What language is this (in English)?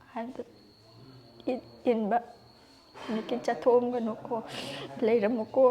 Manipuri